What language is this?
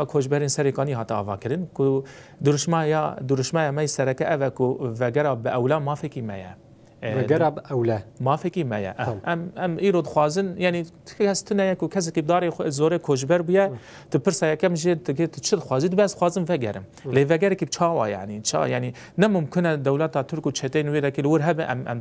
Kurdish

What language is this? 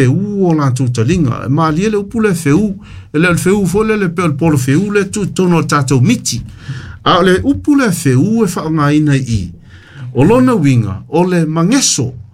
Samoan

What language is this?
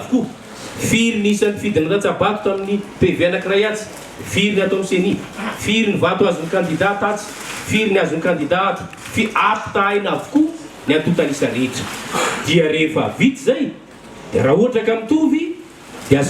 Malagasy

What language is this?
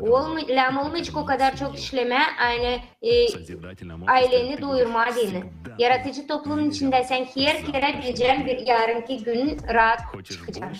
Gagauz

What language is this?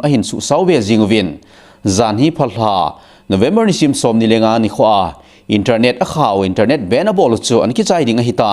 Thado Chin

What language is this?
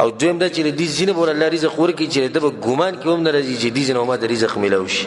Pashto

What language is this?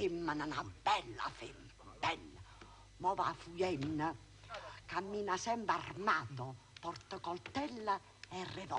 Neapolitan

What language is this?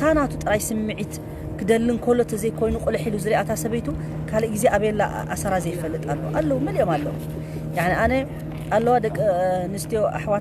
Tigrinya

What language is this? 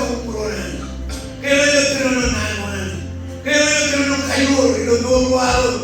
Marshallese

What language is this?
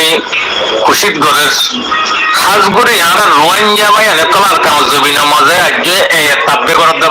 Rohingya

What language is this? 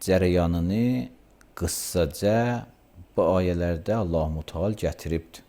Azerbaijani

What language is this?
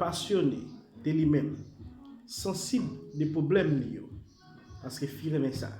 Haitian Creole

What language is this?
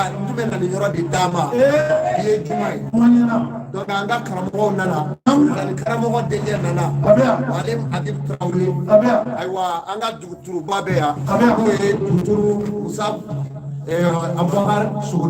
Bambara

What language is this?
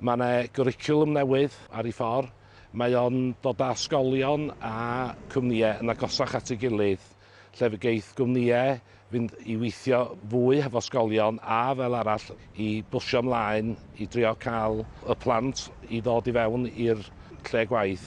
Welsh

